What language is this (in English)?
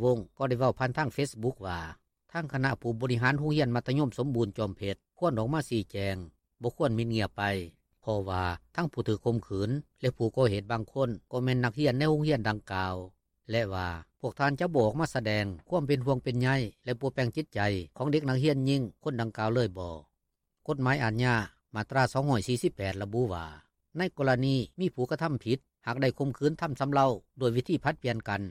Lao